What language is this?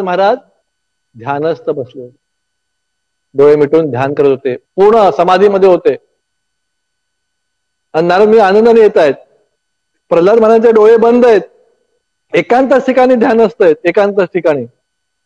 Marathi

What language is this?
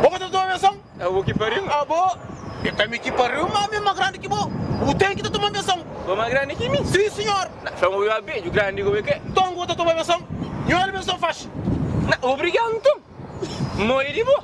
Kabuverdianu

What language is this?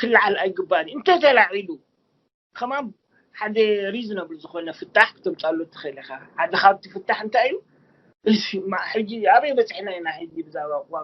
Tigrinya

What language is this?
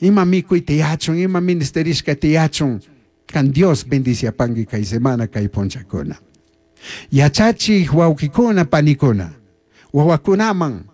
Chimborazo Highland Quichua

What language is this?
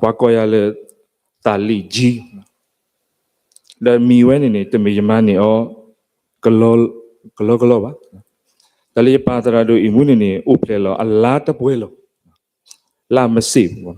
S'gaw Karen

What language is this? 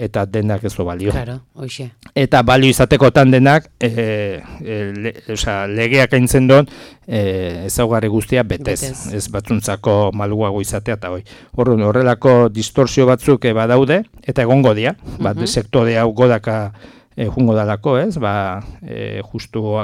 Basque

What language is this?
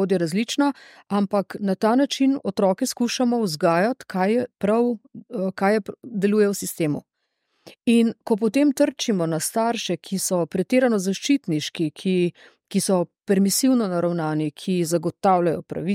Slovenian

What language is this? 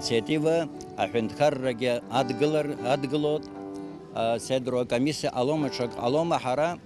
Abkhazian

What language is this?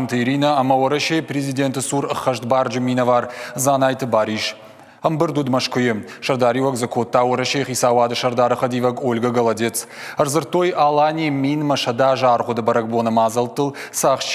Ossetic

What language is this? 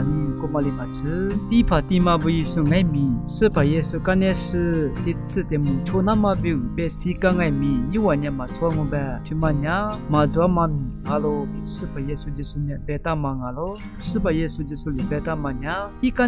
Lisu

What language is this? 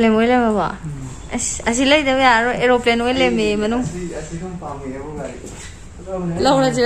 Manipuri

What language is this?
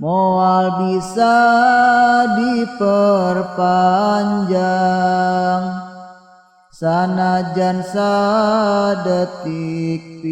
Sundanese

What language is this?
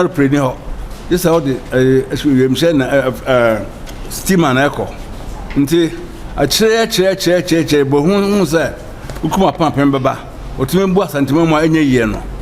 Akan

